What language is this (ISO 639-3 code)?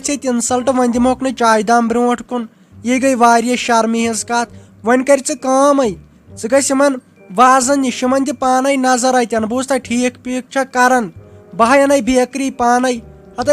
kas